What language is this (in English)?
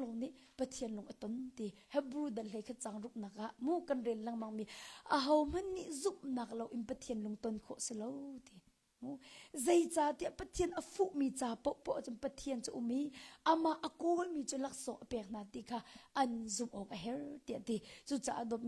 Hakha Chin